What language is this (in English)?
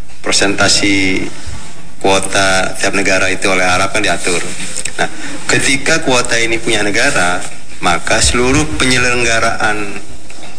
Indonesian